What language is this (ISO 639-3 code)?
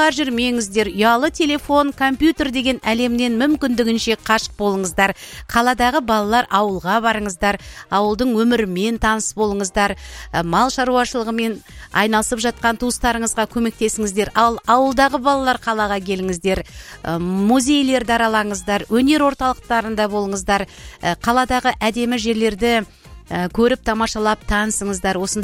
kaz